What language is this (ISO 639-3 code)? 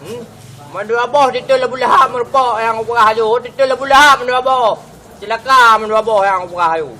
ace